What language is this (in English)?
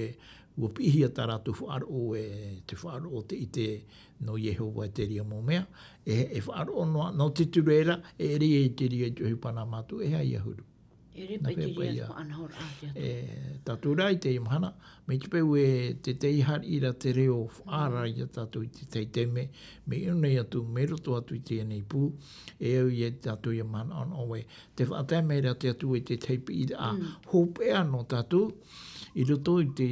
Tahitian